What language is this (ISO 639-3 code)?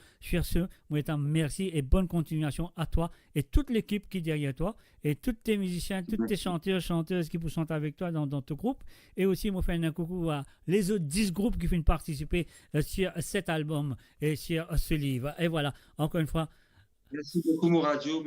mfe